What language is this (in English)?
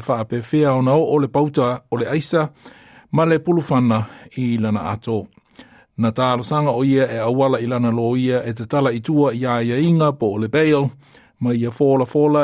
Samoan